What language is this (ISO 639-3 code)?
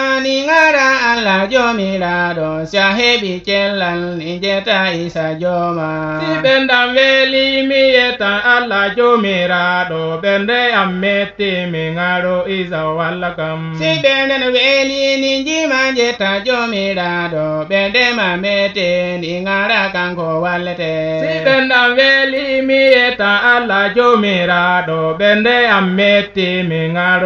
fuv